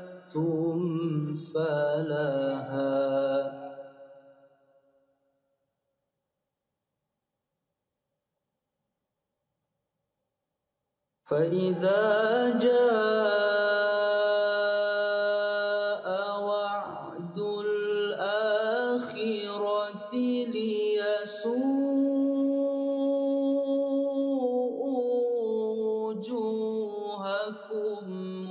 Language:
Arabic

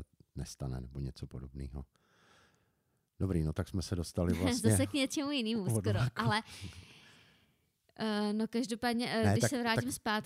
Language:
Czech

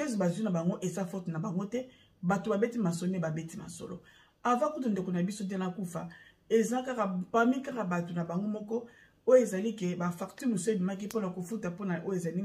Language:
Lingala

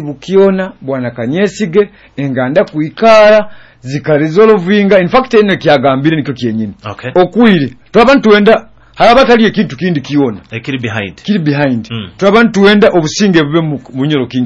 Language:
Nyoro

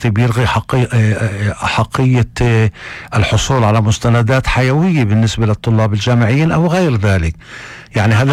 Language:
North Levantine Arabic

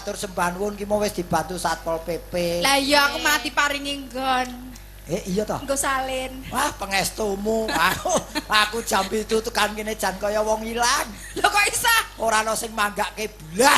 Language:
Javanese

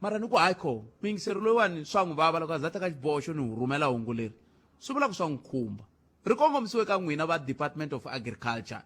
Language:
Tsonga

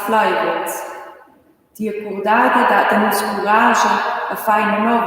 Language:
Romansh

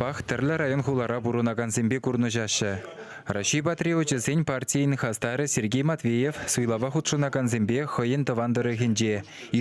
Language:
Chuvash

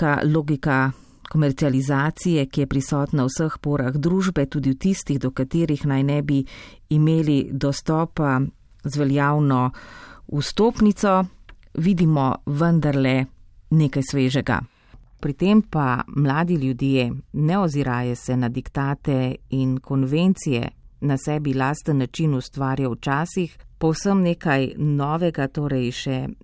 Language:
Slovenian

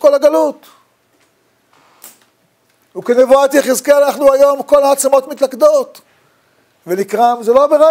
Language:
Hebrew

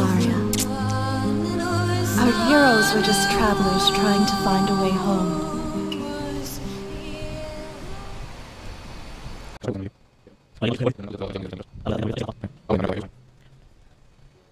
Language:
Catalan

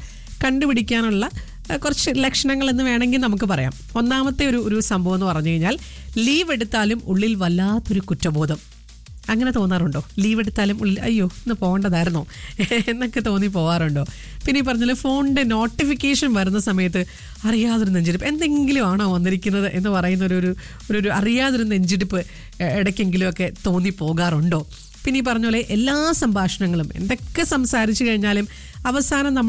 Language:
Malayalam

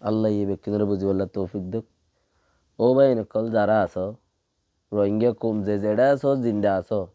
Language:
Rohingya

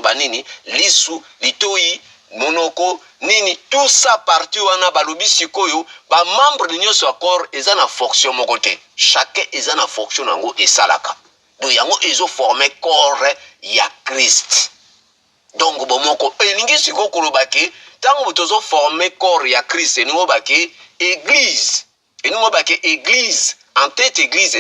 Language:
Lingala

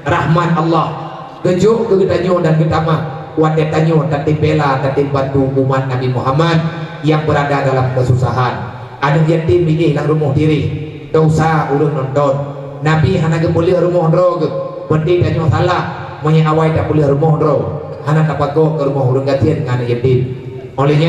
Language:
Achinese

